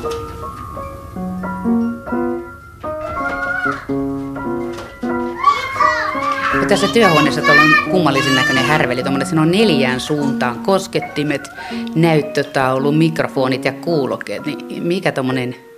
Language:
Finnish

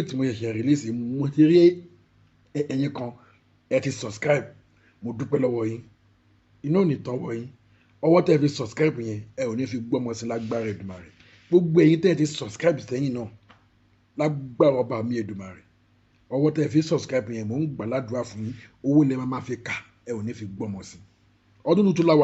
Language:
Yoruba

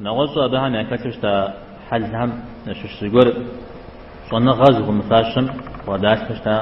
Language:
Kabardian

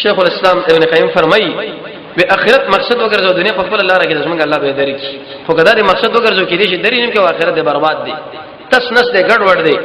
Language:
Pashto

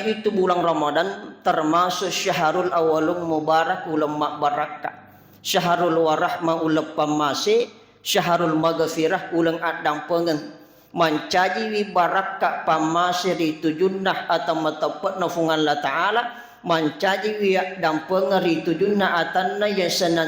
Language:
Buginese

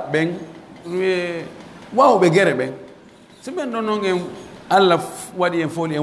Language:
Pular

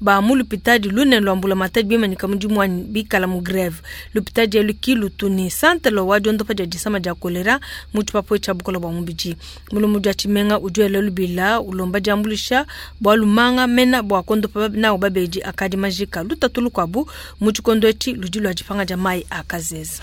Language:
Luba-Lulua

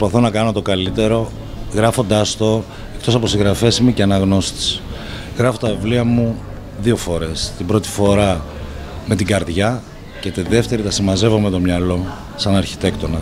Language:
Greek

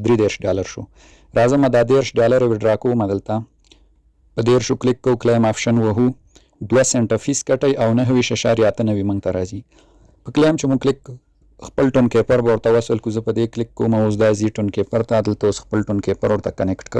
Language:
Pashto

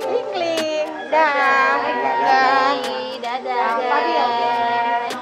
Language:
Makassar Malay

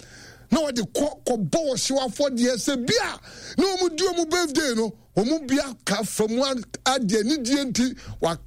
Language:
Akan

